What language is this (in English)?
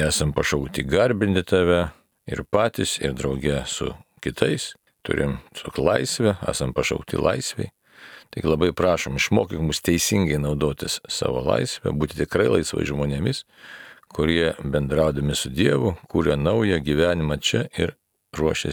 Lithuanian